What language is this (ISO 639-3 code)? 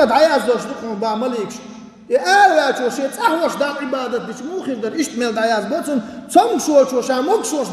che